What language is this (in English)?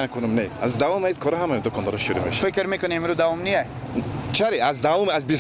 Persian